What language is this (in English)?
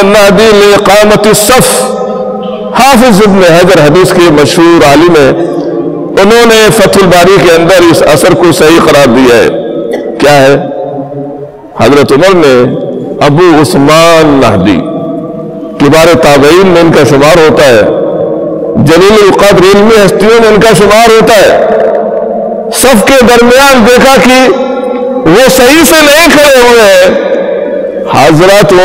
Urdu